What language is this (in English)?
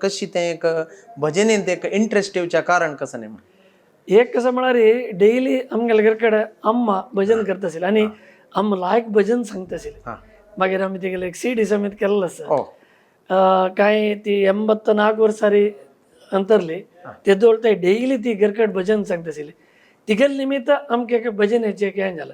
Konkani